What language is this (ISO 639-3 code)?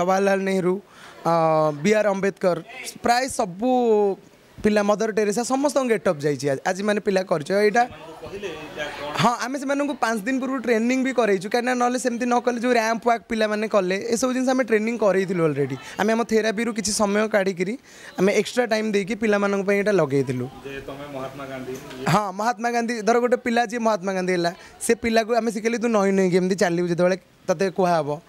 ori